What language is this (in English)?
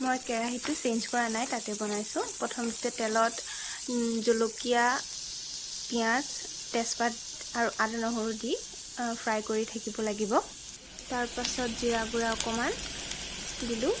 Assamese